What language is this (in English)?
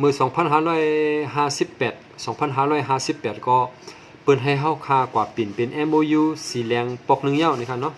Shan